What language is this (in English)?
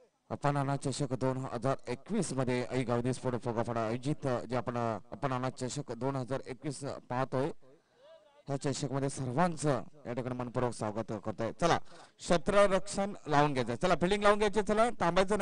Marathi